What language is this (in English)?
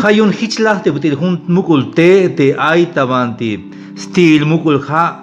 Tzeltal